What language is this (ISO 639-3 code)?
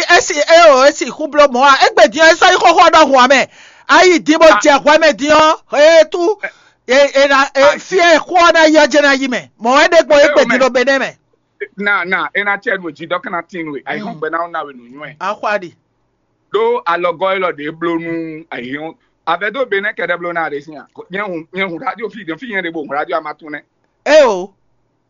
fon